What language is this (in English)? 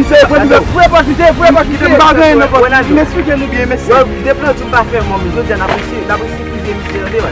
Haitian Creole